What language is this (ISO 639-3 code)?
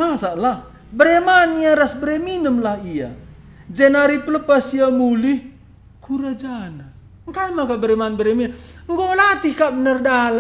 btx